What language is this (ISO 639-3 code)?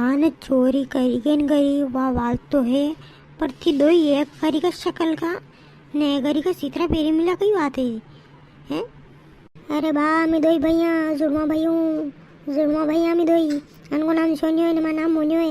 raj